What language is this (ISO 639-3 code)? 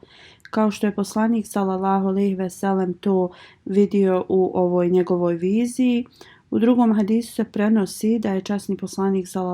bos